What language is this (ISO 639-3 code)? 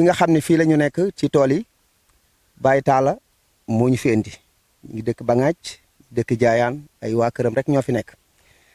wol